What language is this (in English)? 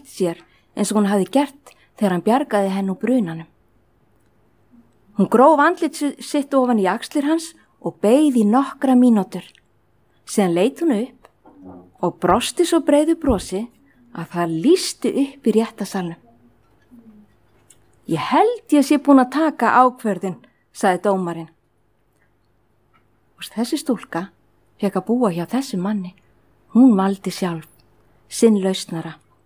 Icelandic